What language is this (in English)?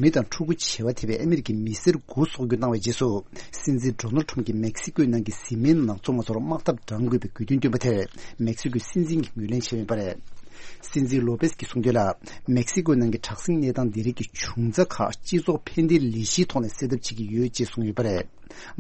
Tibetan